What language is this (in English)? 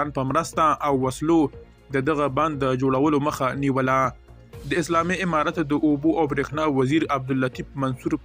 Pashto